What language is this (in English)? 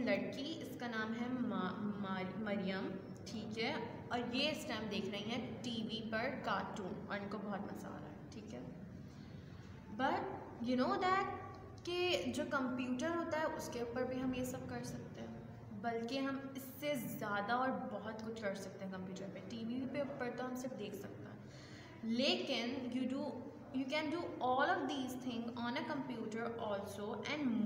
Hindi